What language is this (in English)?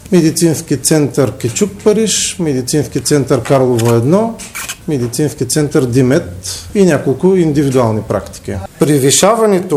Bulgarian